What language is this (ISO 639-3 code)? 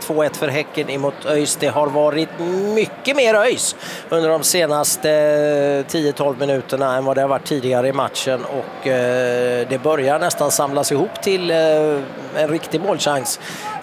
swe